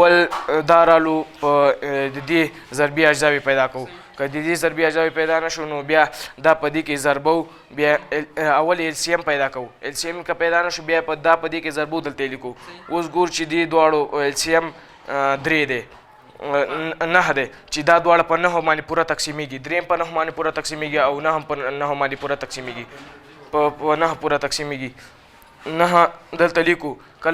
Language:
Pashto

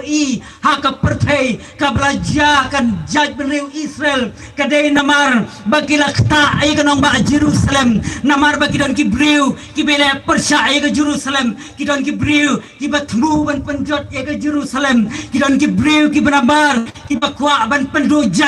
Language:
Khasi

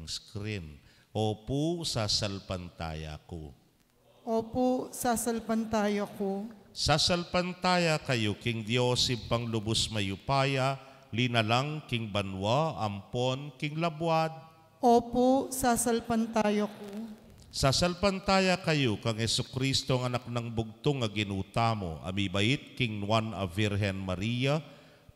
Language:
Pampanga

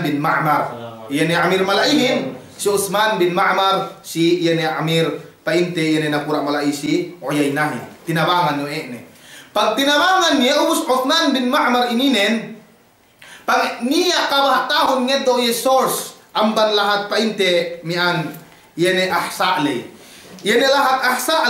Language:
Yakan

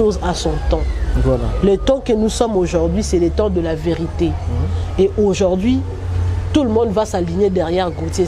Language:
Lingala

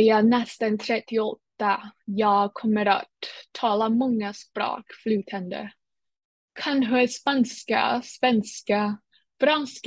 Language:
Swedish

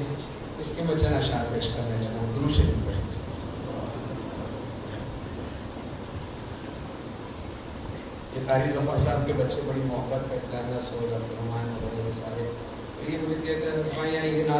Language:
Urdu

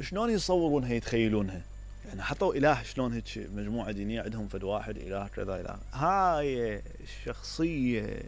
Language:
Mesopotamian Arabic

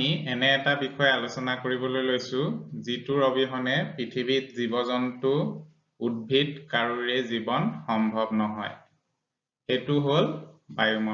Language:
Assamese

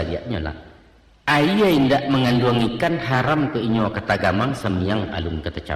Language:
Minangkabau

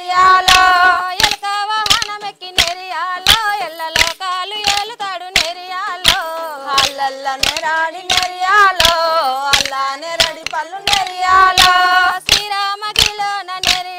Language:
Telugu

